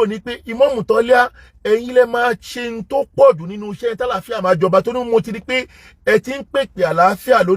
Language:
Yoruba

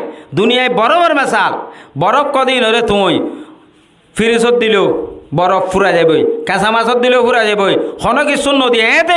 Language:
Rohingya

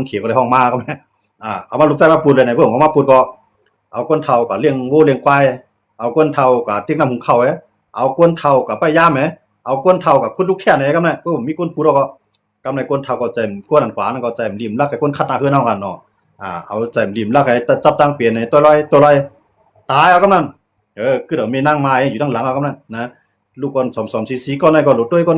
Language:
Shan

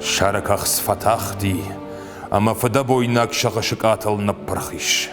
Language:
Ossetic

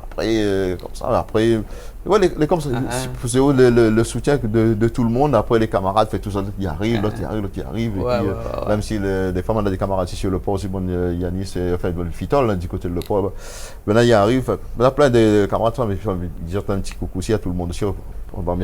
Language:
Réunion Creole French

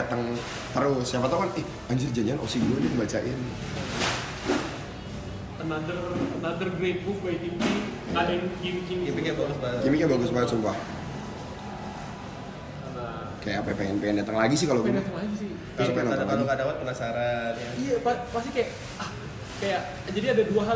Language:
Indonesian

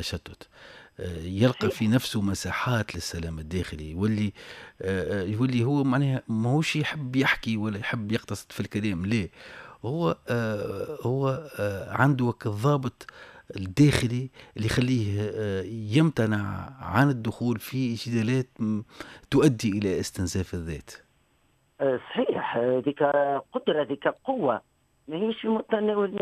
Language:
Tunisian Arabic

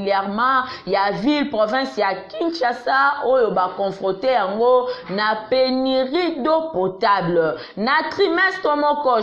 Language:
Lingala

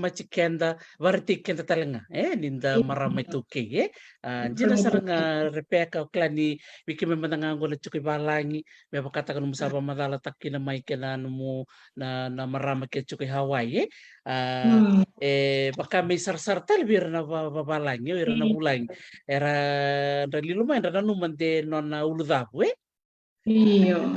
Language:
Fijian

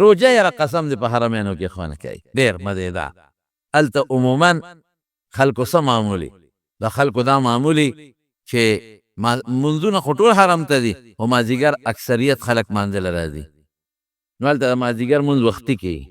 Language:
Pashto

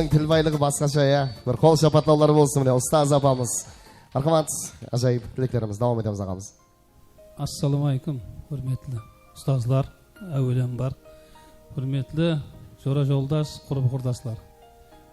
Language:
Kara-Kalpak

